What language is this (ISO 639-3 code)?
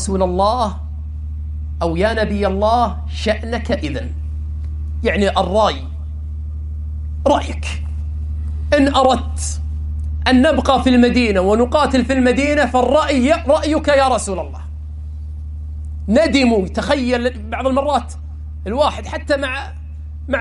ara